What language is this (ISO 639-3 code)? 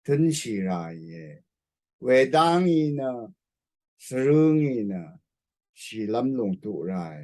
raw